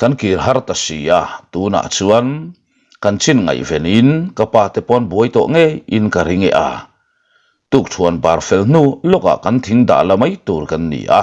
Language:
Mizo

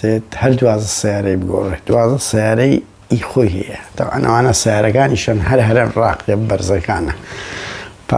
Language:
Central Kurdish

